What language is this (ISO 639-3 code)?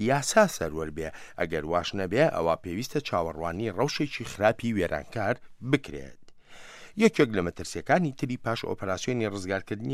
ckb